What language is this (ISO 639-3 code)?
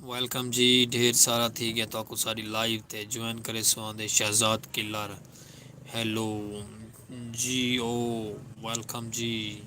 skr